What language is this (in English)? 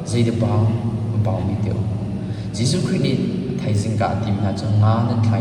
Hakha Chin